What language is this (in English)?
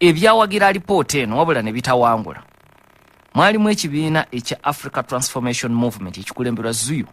Ganda